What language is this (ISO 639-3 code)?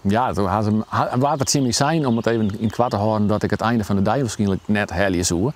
fry